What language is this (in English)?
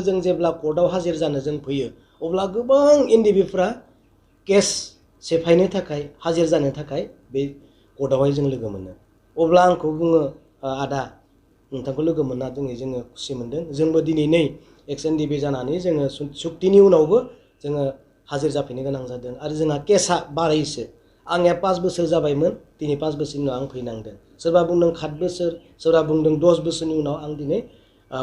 Bodo